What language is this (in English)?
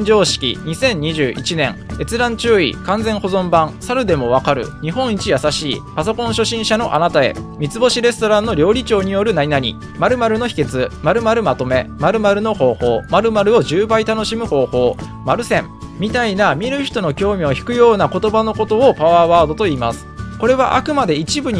Japanese